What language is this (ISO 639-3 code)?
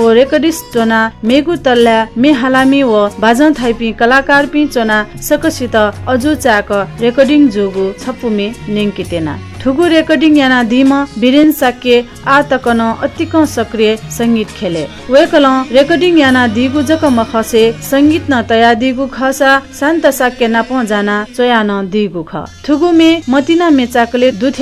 new